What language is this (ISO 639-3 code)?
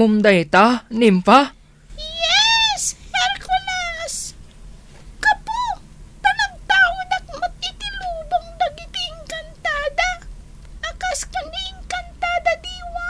ilo